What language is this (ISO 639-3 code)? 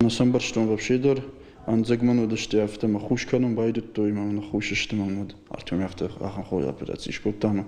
oss